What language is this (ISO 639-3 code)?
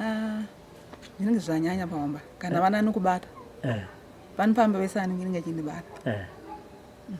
sna